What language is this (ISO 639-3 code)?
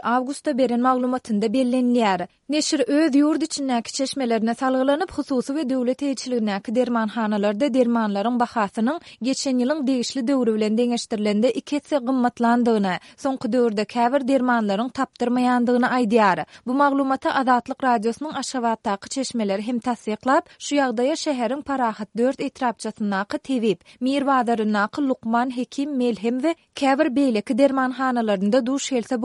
tuk